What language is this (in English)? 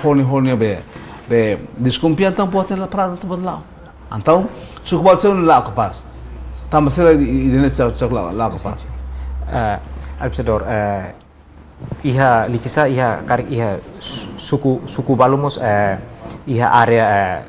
Tetum